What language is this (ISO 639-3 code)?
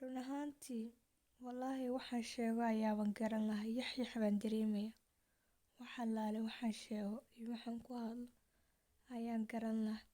som